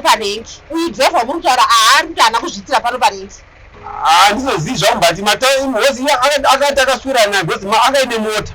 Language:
Shona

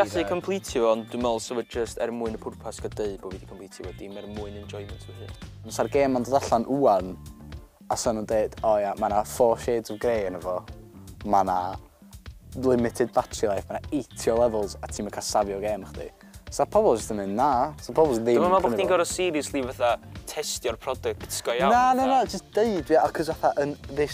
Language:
Welsh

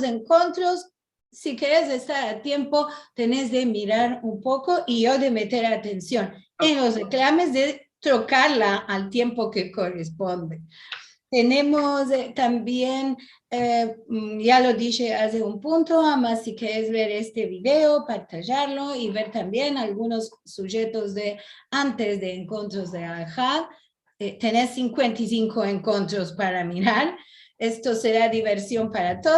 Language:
Ladino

